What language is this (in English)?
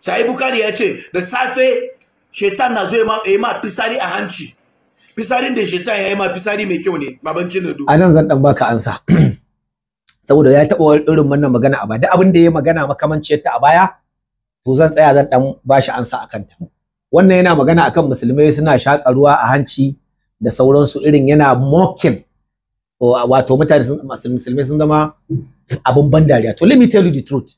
Hausa